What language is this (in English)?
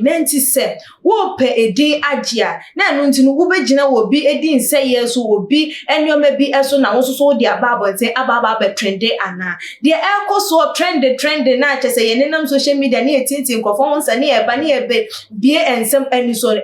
Akan